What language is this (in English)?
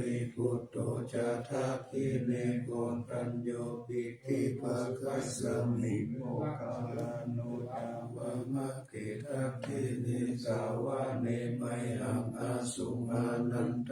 Pali